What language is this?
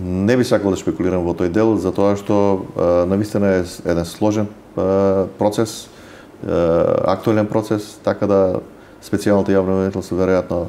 Macedonian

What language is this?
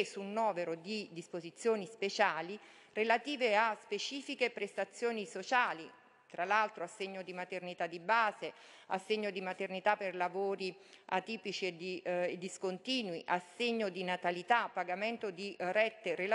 Italian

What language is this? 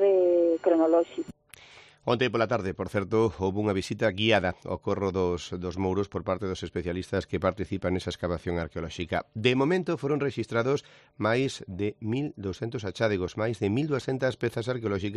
Galician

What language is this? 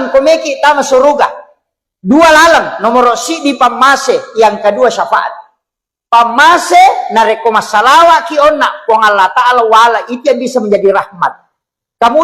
Buginese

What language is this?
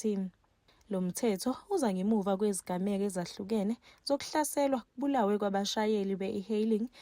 Zulu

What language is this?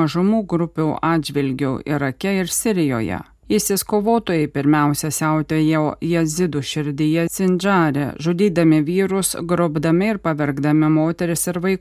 Lithuanian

